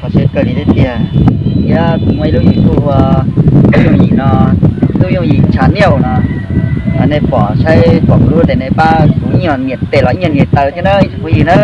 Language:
Hmong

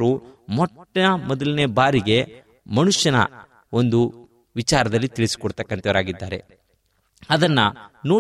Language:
Kannada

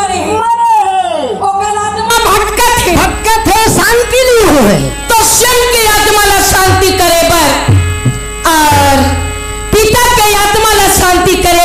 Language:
Chhattisgarhi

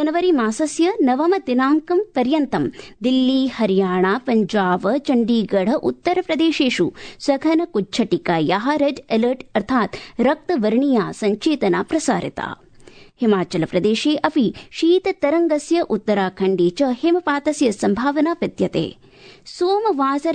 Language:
Sanskrit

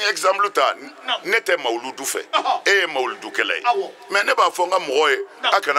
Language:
Bambara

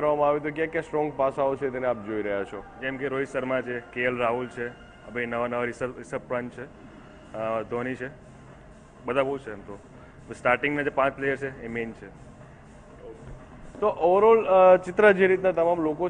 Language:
Gujarati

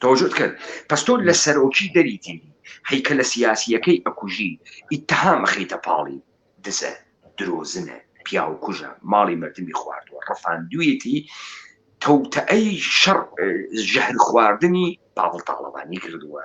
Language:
Central Kurdish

